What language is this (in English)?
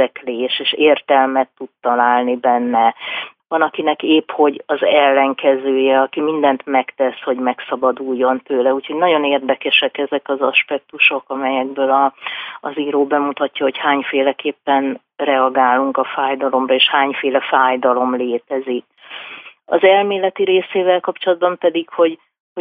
Hungarian